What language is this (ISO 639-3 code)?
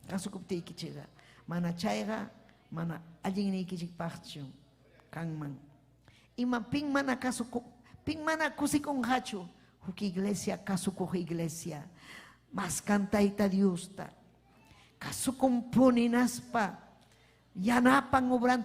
quy